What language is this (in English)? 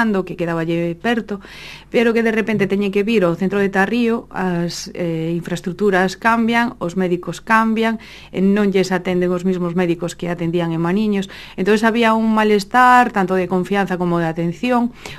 Galician